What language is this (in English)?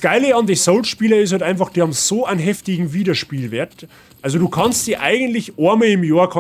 Bavarian